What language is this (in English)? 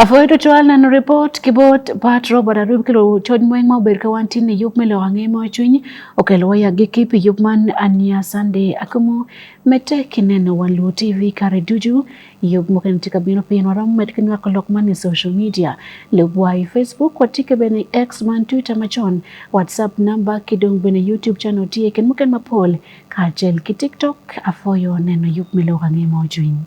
Acoli